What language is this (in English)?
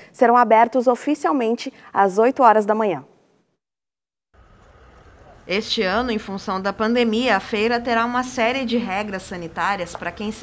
Portuguese